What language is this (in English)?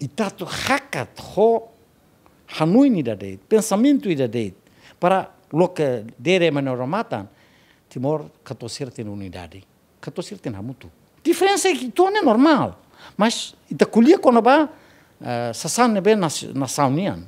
Tetum